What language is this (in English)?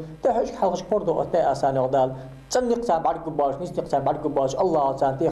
Ingush